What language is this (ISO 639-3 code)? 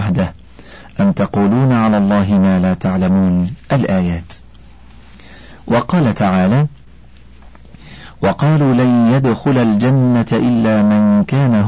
ara